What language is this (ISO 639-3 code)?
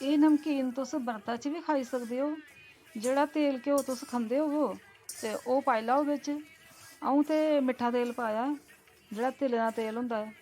doi